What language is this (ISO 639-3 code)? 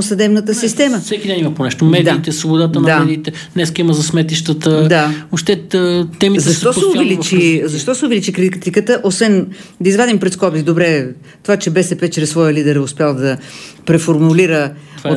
bul